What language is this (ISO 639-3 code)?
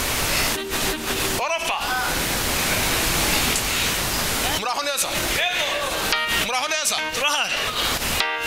kin